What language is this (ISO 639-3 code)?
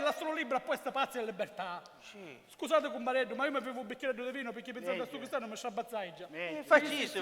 scn